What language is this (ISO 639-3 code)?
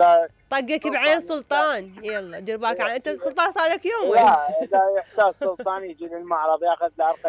acm